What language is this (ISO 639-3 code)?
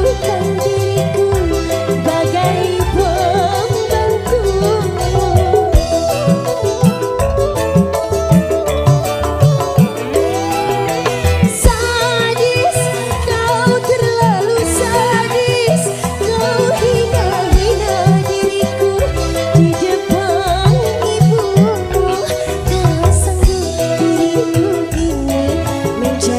ind